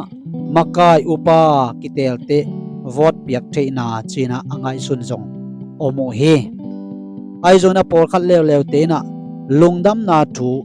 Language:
Tedim Chin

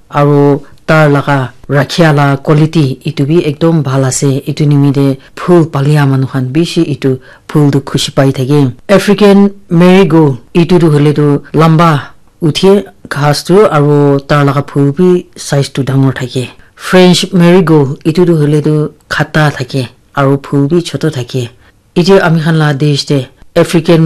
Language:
Naga Pidgin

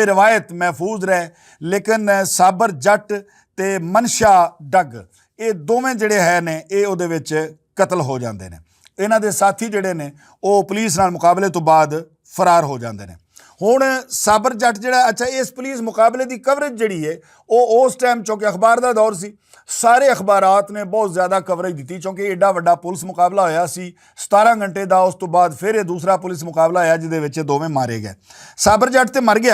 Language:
Western Panjabi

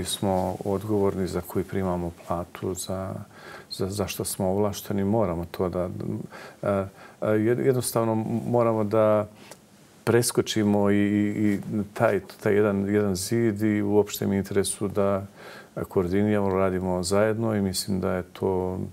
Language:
Bosnian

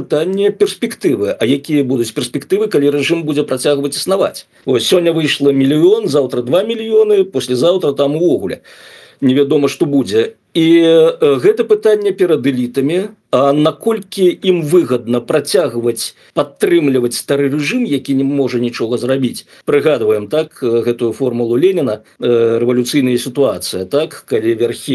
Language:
Belarusian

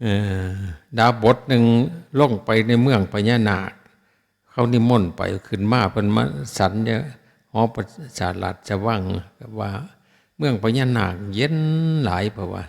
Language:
Northeastern Thai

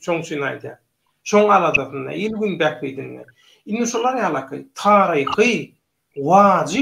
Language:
Turkmen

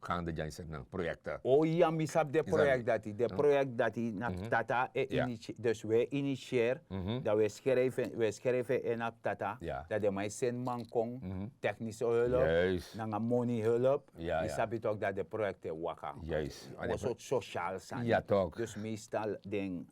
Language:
Sranan Tongo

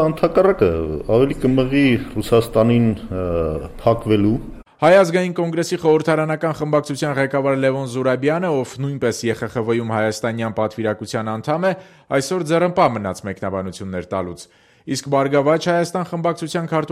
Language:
Armenian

